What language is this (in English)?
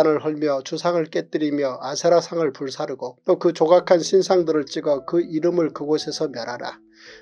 Korean